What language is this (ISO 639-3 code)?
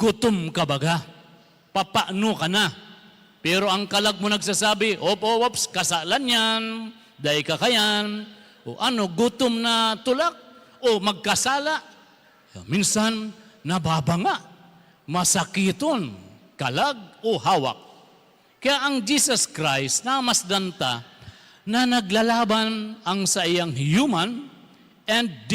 bik